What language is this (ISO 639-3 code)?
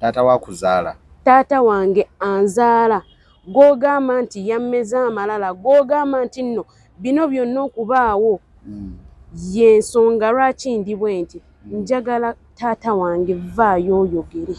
lug